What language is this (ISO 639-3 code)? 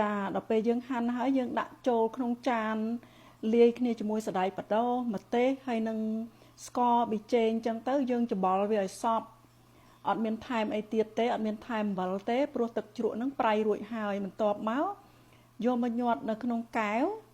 khm